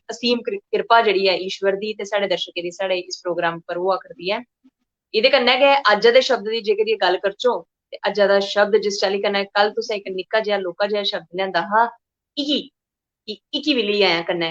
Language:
Dogri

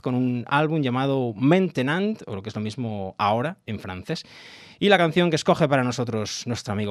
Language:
Spanish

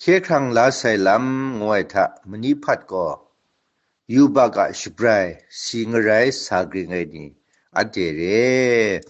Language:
Kachin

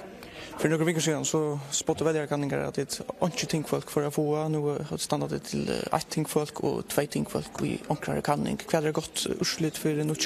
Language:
Faroese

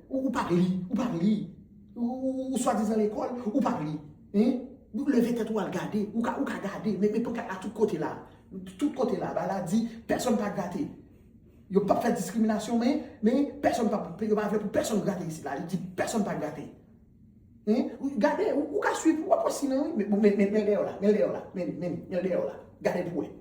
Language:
Haitian Creole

